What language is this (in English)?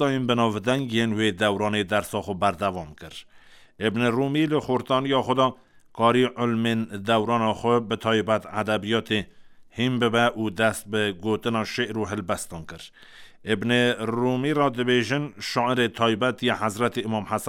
Kurdish